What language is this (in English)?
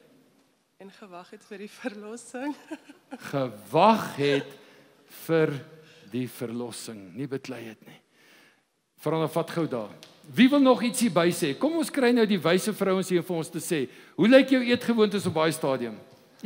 Afrikaans